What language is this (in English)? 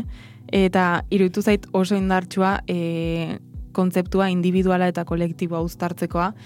Basque